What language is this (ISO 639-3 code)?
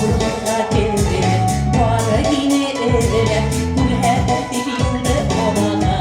bak